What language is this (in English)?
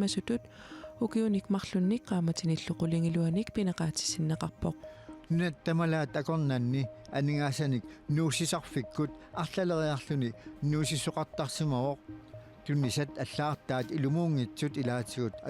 Kalaallisut